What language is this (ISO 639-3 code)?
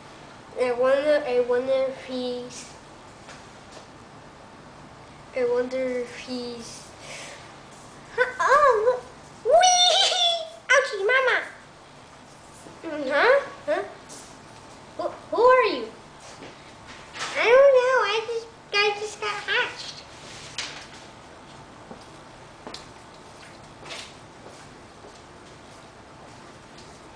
eng